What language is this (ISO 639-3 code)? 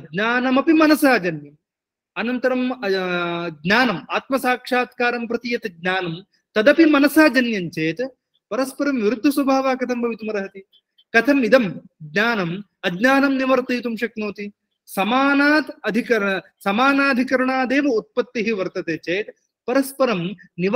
san